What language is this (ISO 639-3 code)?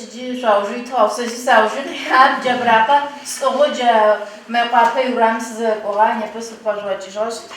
ady